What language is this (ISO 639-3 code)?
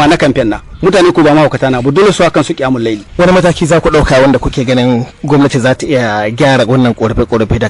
hau